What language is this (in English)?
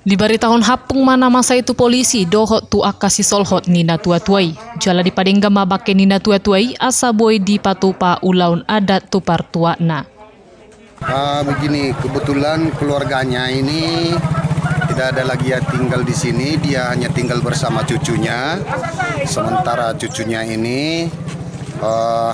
Batak Toba